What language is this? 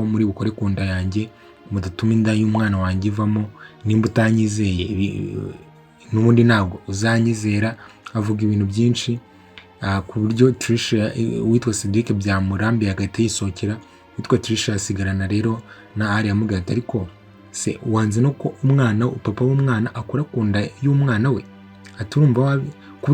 Kinyarwanda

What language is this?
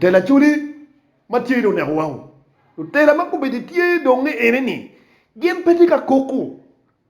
Acoli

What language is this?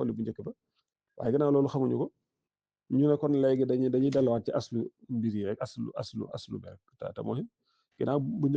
Wolof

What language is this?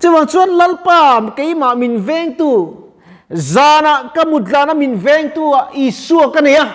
Mizo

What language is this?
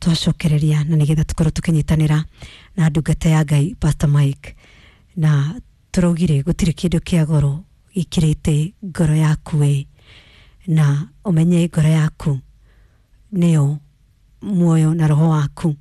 Kikuyu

